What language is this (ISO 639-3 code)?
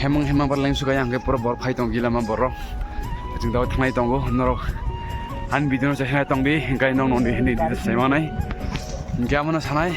trp